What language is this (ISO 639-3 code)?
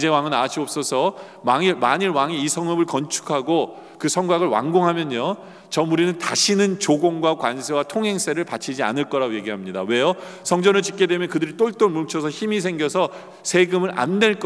kor